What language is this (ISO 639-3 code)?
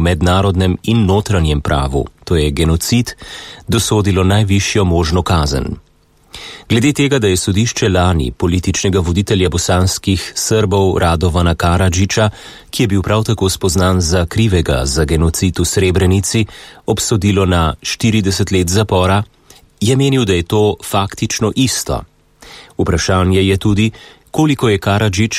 slv